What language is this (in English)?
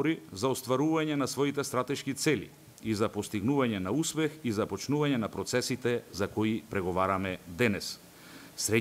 Macedonian